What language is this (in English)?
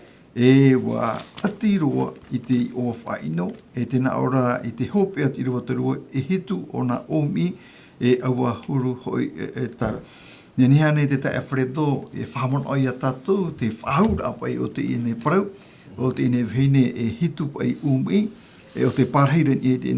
Tahitian